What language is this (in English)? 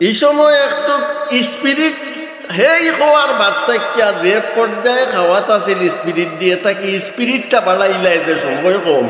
Sylheti